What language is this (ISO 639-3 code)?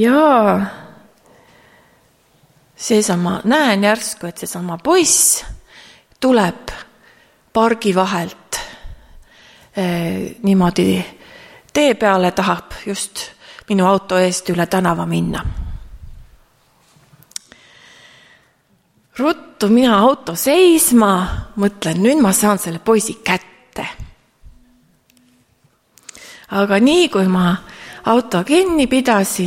est